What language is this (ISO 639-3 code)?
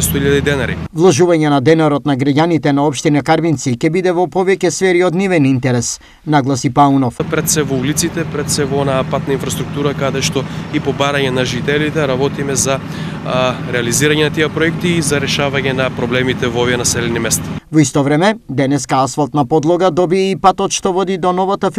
mkd